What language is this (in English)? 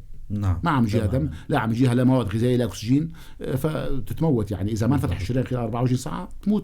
North Levantine Arabic